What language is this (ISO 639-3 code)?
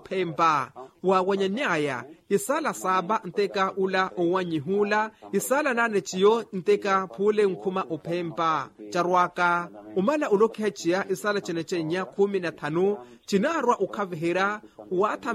vmw